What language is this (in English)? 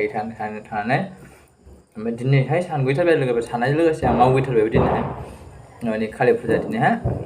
Bodo